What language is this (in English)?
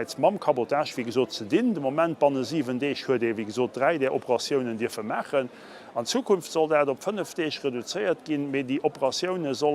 Luxembourgish